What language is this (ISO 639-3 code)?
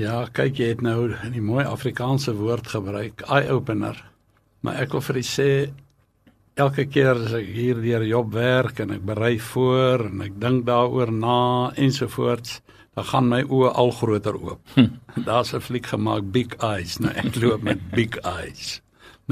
afr